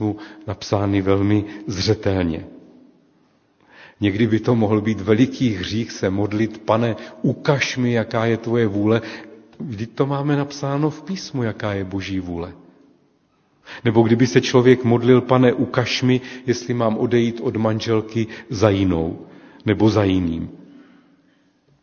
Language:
Czech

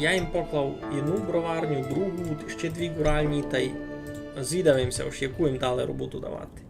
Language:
Rusyn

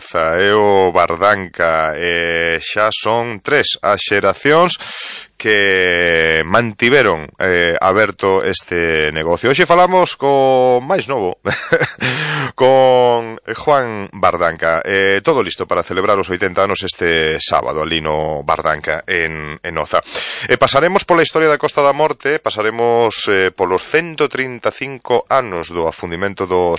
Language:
Galician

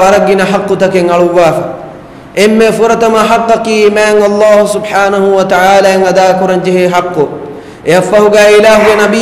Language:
Divehi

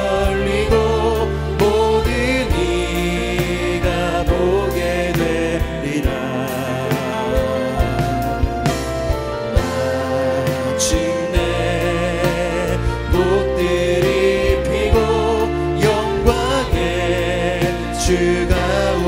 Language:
Korean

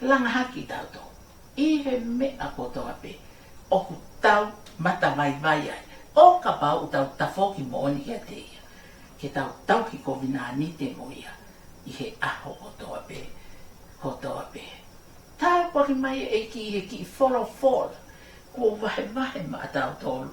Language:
Tongan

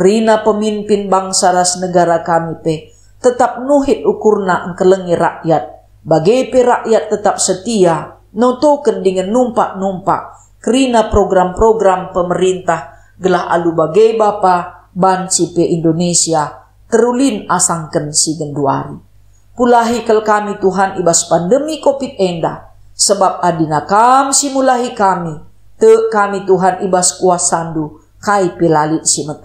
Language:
Batak Karo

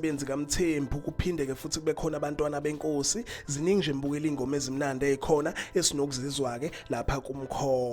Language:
Zulu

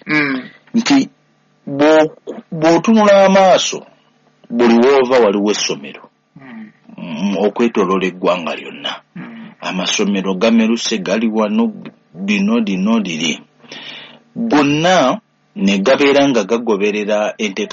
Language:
Ganda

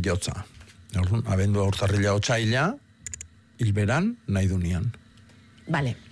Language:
Basque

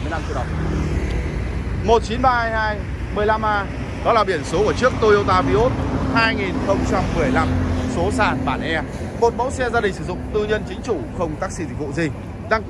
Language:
Vietnamese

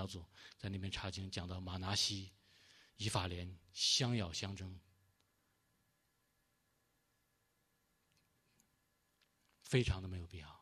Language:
Chinese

